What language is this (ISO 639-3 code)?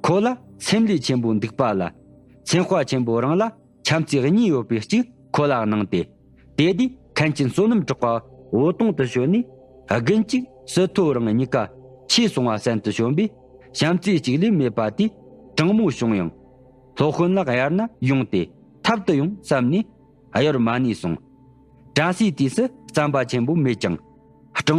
bod